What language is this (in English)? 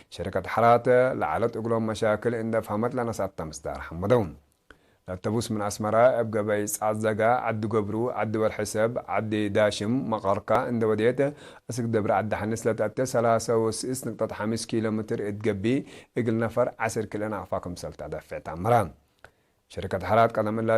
Tigre